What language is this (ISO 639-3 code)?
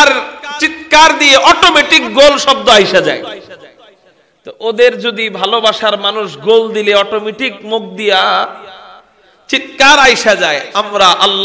ben